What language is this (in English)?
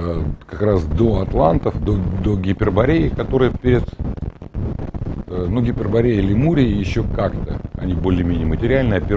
Russian